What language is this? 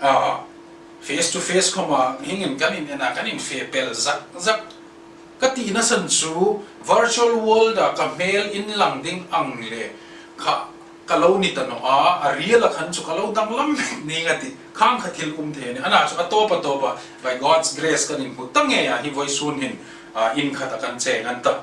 Hmar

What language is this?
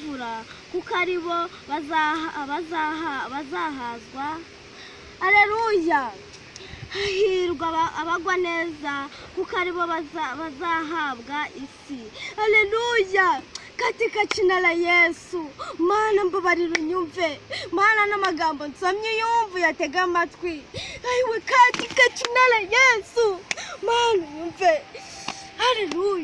Kinyarwanda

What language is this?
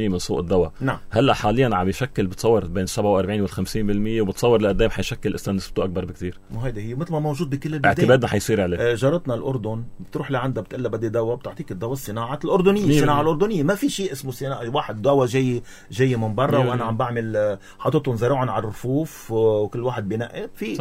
North Levantine Arabic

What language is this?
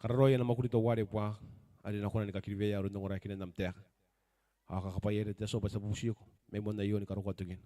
Gilbertese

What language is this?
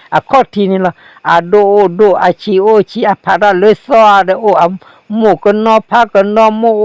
S'gaw Karen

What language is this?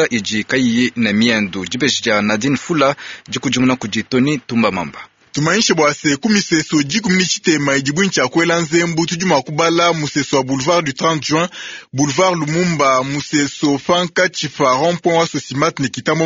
Luba-Lulua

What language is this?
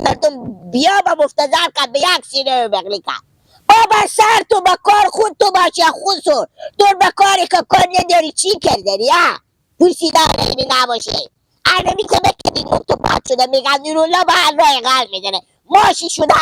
Hazaragi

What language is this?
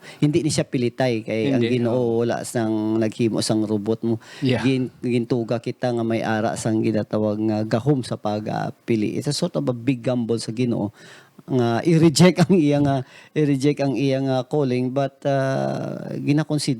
Hiligaynon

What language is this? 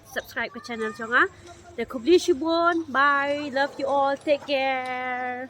Khasi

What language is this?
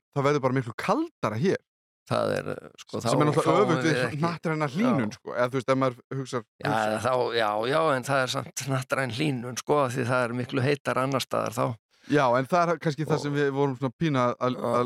Icelandic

